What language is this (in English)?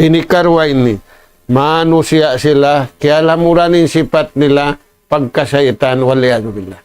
Tausug